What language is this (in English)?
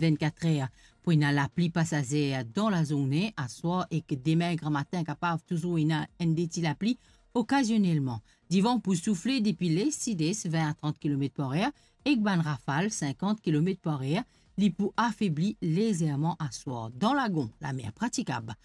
Morisyen